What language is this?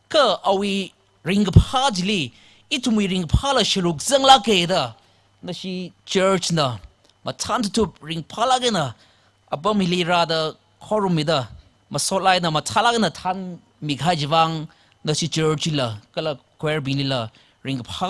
Tangkhul Naga (India)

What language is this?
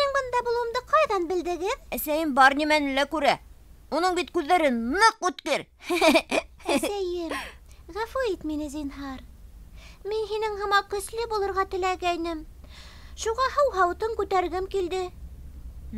Bashkir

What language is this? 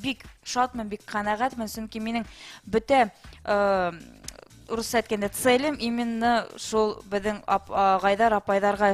Bashkir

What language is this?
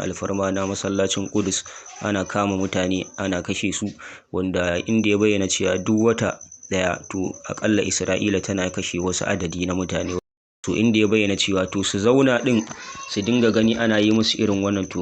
Hausa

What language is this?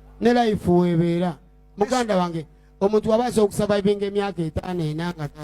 Ganda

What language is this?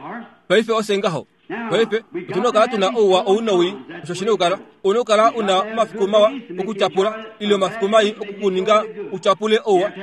Kuanyama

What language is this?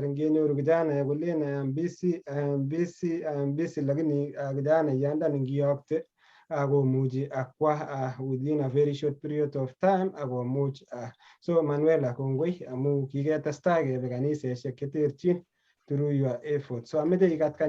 Kalenjin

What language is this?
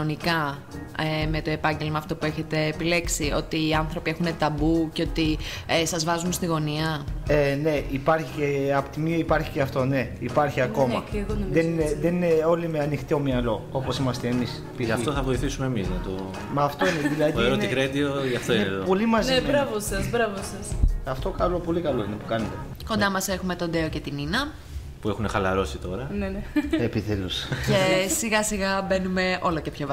Greek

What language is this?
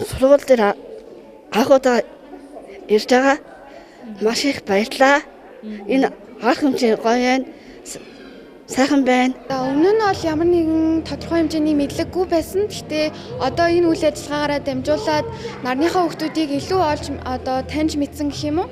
Mongolian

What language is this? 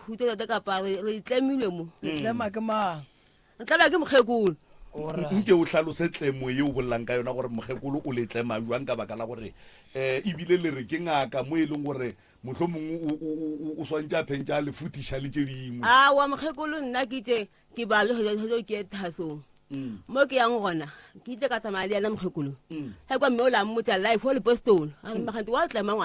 Northern Sotho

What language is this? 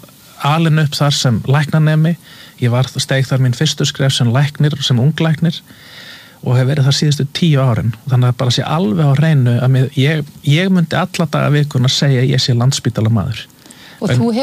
Icelandic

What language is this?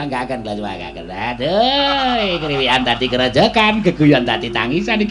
Javanese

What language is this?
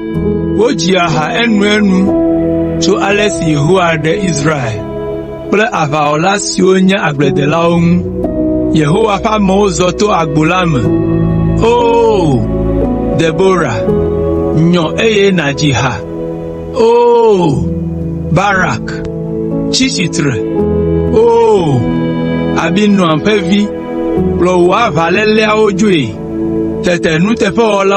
Ewe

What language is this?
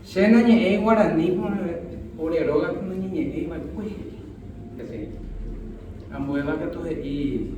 Guarani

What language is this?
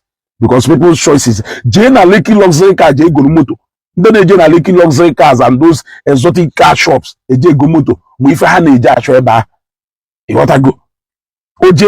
Igbo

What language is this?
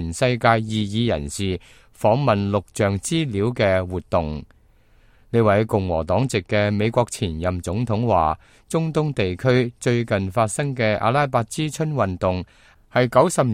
Cantonese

